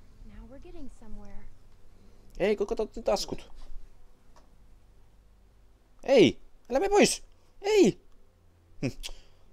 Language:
Finnish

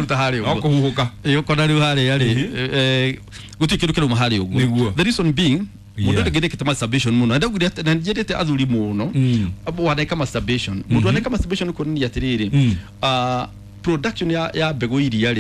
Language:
Kikuyu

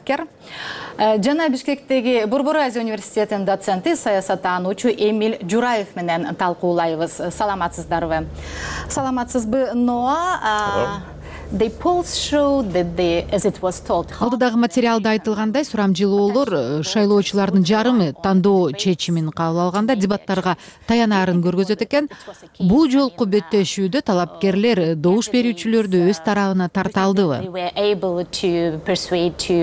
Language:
Kyrgyz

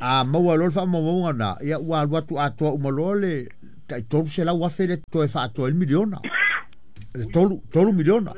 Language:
Samoan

